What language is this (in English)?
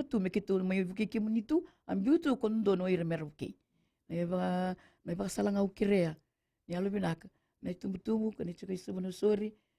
Fijian